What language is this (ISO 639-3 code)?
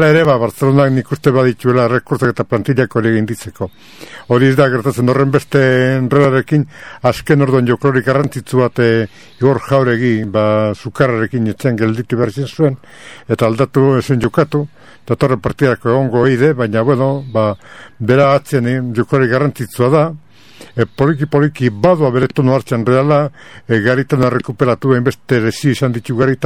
eus